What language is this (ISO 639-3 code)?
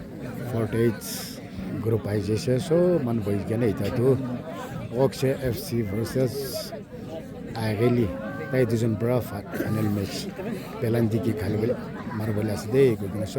nsm